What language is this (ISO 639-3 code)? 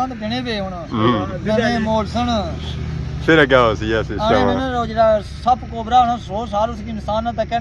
phr